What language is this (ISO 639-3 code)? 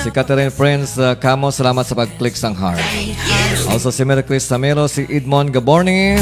hil